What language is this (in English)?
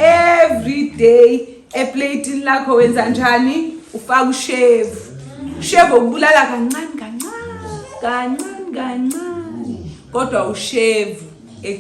Zulu